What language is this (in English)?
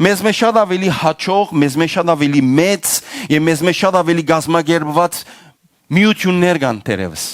Western Armenian